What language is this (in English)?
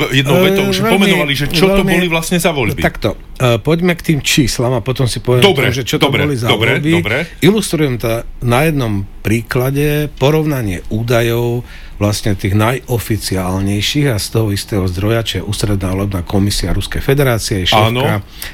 Slovak